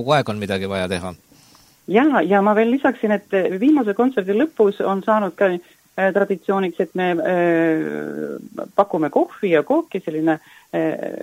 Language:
Estonian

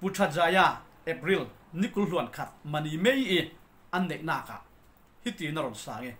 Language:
Falam Chin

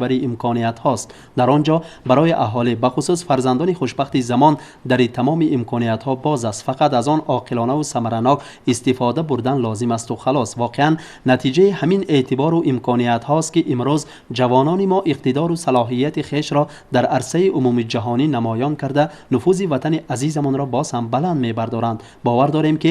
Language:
Tajik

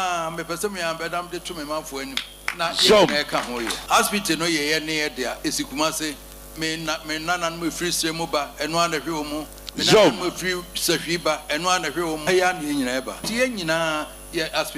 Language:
Akan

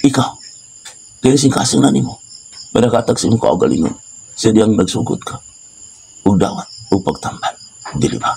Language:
Cebuano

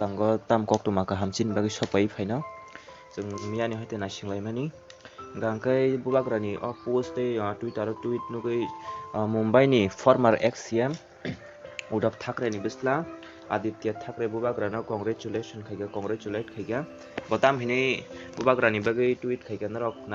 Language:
Kok Borok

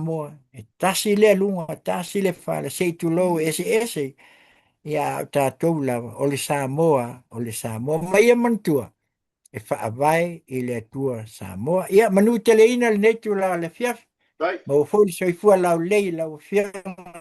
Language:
Samoan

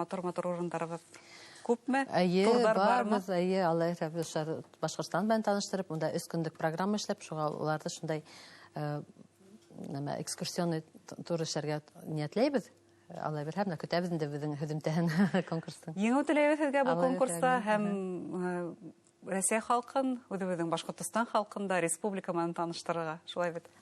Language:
Bashkir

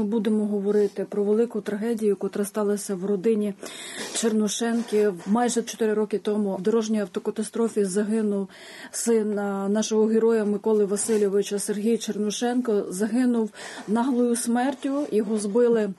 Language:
Ukrainian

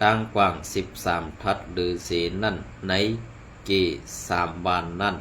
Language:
Shan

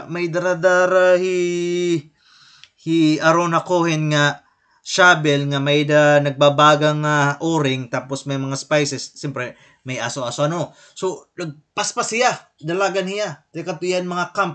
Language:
Waray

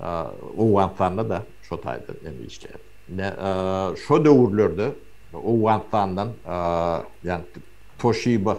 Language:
Turkmen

